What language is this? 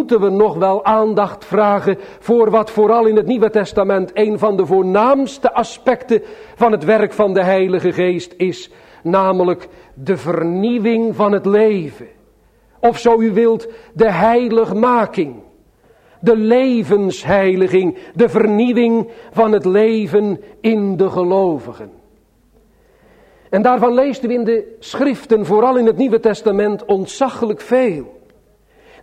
Dutch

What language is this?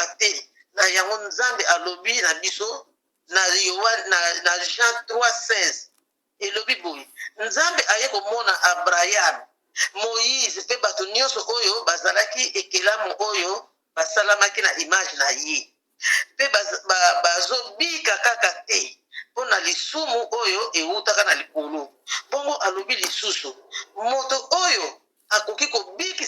Lingala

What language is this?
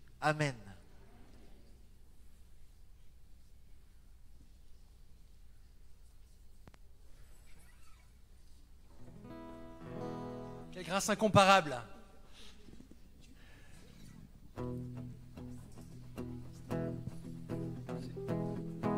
French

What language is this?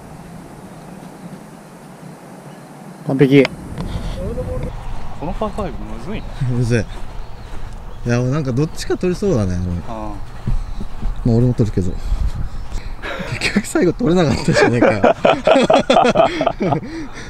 Japanese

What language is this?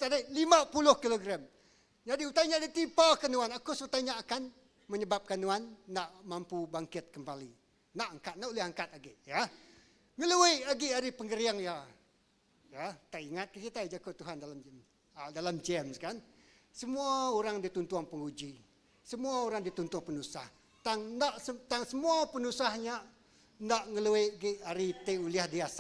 Iban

